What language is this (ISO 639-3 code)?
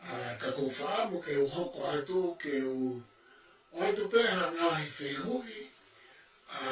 ton